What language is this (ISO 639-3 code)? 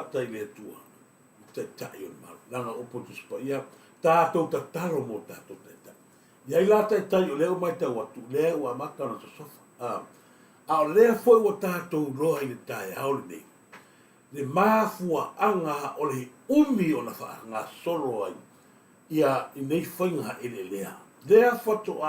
smo